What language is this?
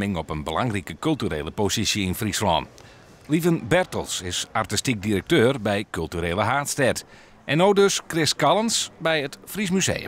Western Frisian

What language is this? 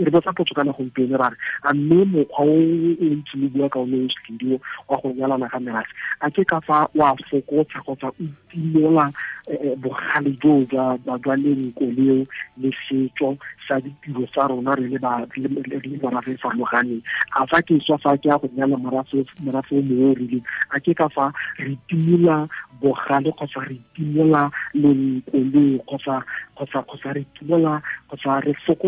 Tswana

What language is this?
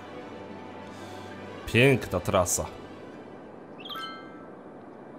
Polish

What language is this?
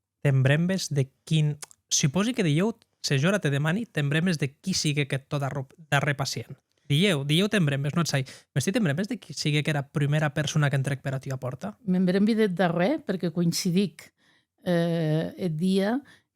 Occitan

